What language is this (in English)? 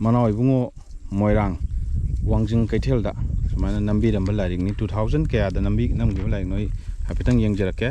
Manipuri